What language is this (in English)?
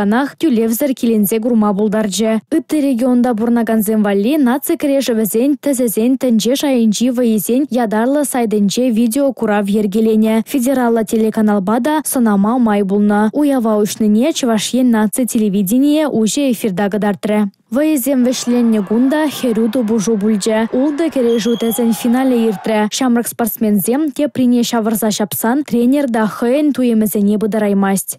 Chuvash